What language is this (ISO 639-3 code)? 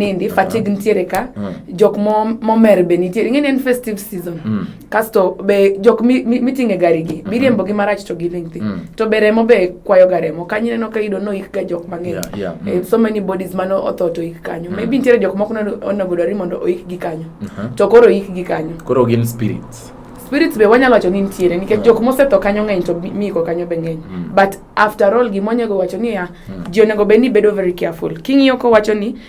luo